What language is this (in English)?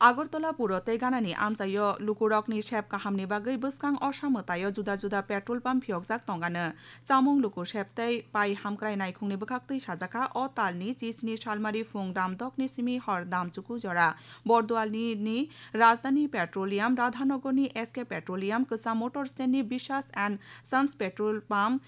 Kok Borok